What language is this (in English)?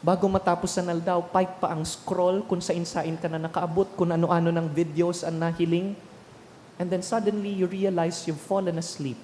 Bikol